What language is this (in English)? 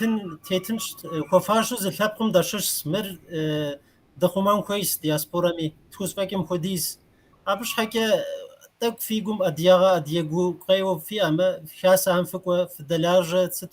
Kabardian